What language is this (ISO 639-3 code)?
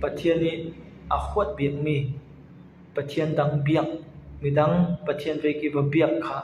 cfm